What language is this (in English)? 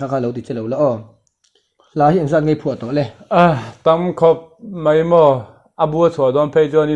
Mizo